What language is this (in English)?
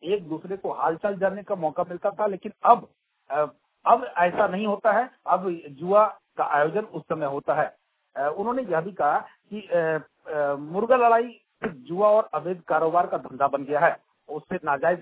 Hindi